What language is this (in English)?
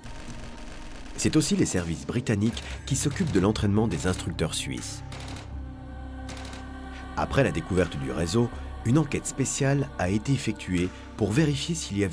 French